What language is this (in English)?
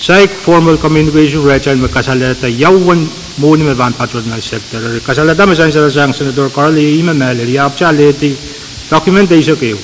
Pohnpeian